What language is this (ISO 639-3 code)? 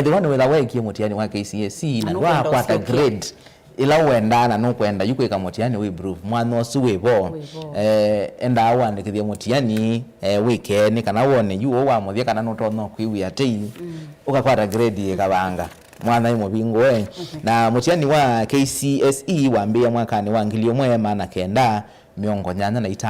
kam